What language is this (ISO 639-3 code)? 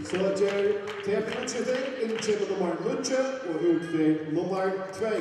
fao